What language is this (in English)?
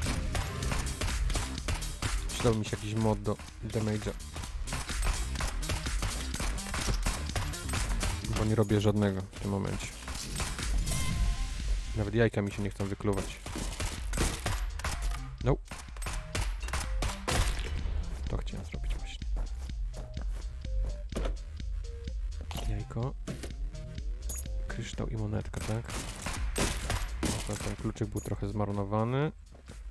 Polish